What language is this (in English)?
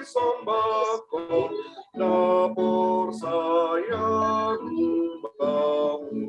Batak Simalungun